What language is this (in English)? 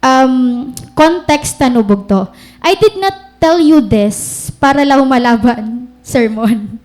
Waray